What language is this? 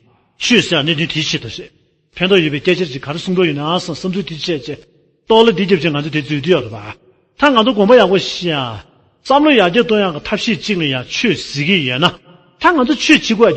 Tibetan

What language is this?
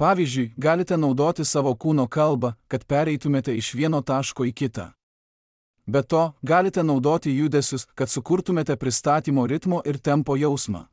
Lithuanian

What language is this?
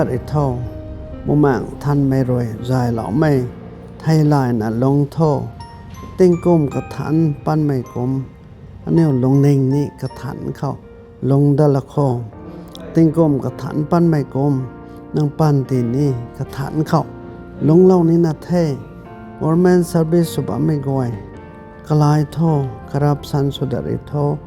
Rongmei Naga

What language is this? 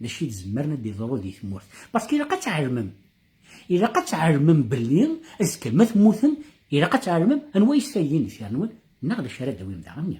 Kabyle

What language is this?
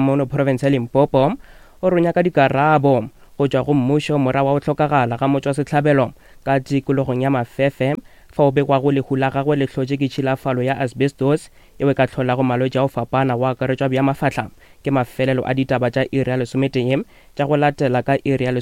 Northern Sotho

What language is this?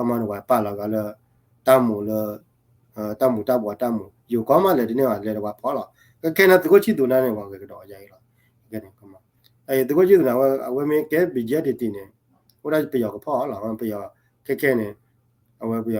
S'gaw Karen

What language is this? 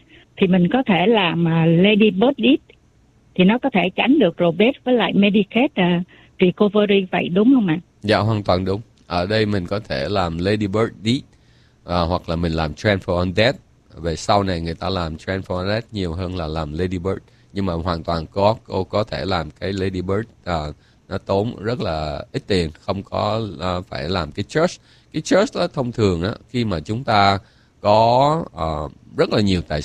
Vietnamese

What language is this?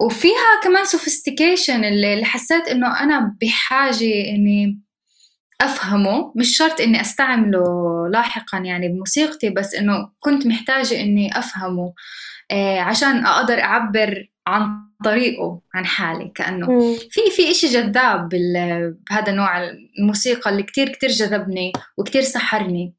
North Levantine Arabic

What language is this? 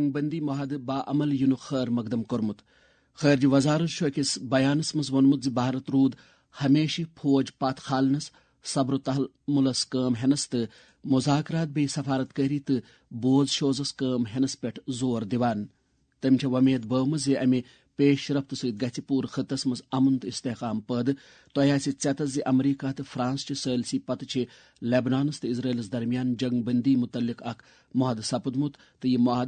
Kashmiri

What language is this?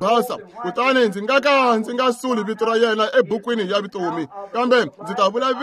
Tsonga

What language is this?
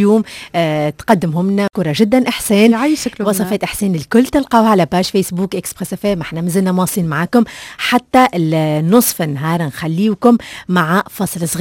Tunisian Arabic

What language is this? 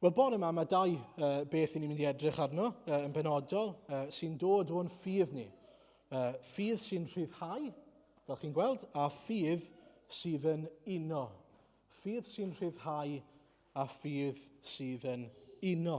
Welsh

